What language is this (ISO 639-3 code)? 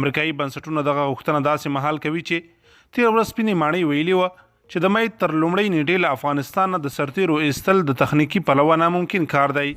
pus